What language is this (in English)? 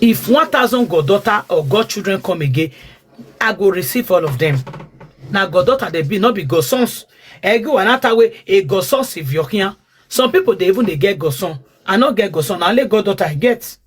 Nigerian Pidgin